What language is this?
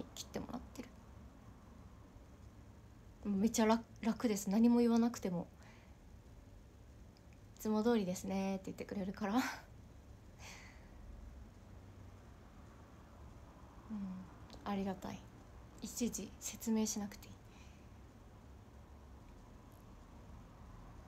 Japanese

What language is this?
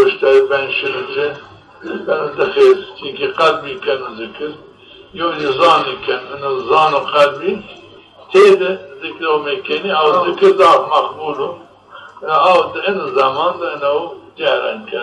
Zaza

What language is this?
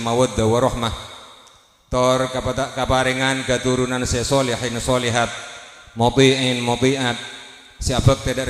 Madurese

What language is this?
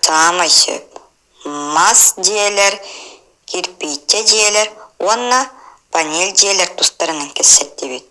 Yakut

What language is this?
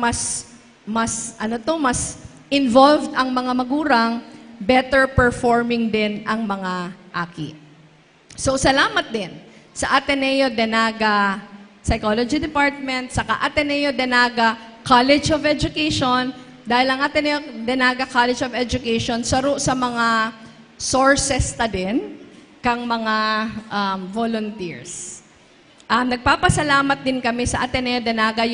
Bikol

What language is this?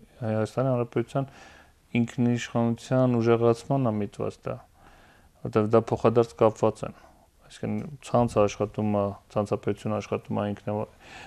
Armenian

